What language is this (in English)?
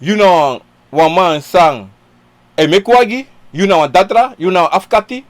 Sranan Tongo